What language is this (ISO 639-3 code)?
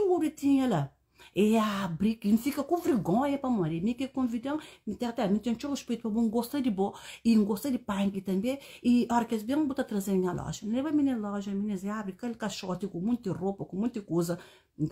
kea